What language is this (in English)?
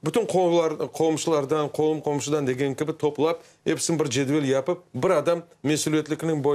Crimean Tatar